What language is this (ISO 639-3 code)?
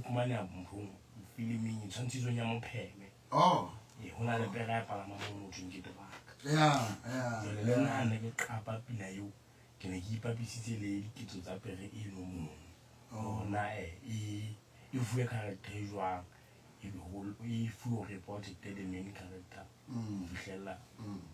sot